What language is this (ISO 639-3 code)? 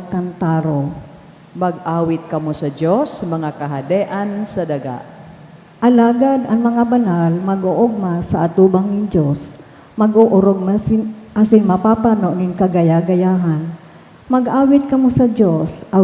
bik